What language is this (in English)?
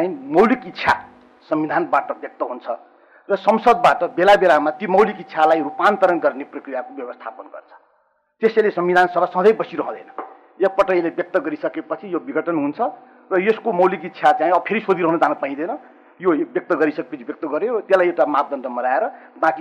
Nepali